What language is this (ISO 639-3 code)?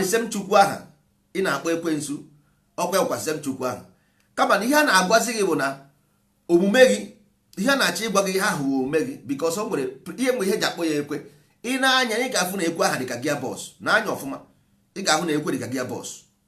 ibo